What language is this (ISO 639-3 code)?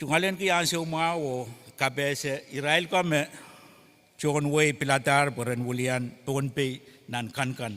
pon